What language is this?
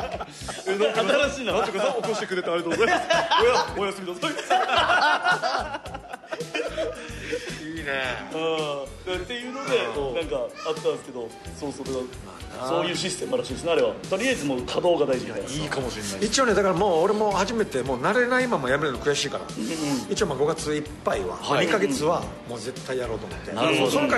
Japanese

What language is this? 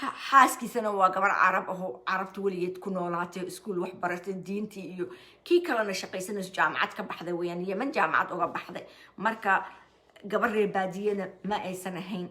Somali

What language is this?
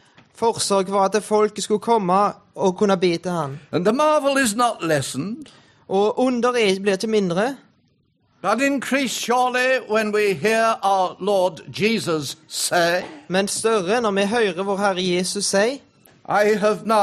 Norwegian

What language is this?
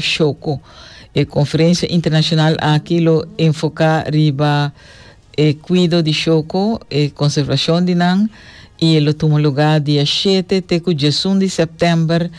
Papiamento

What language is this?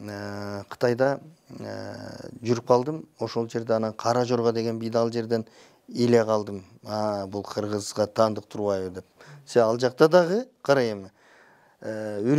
Kyrgyz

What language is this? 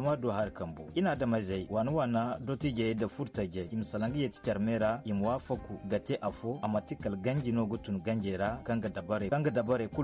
Zarma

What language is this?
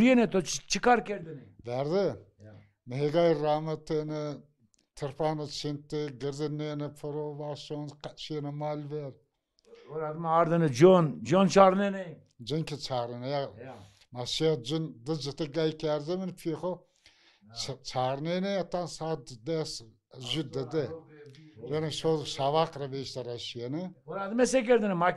Zaza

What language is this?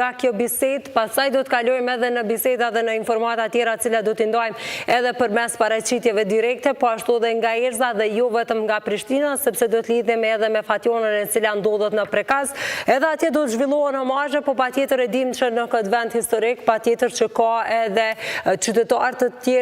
Albanian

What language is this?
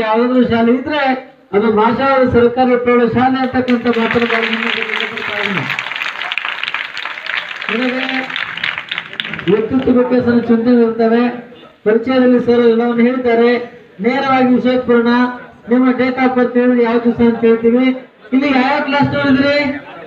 Kannada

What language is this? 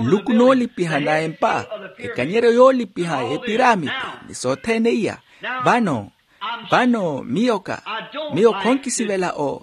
Makhuwa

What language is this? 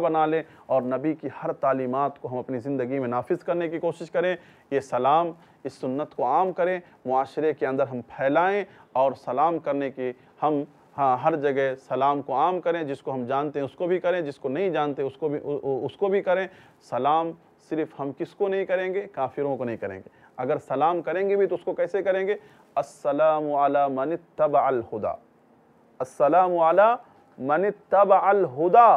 Urdu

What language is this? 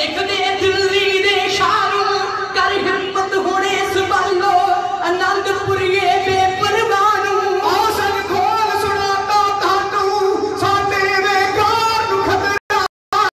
Punjabi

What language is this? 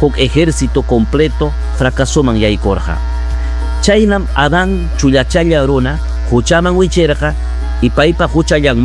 Ayacucho Quechua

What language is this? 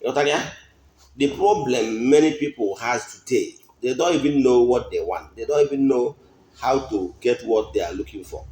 Igbo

